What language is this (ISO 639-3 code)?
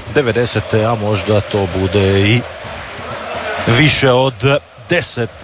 hrv